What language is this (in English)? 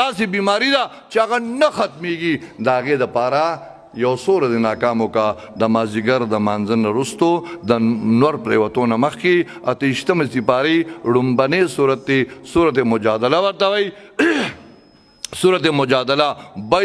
Pashto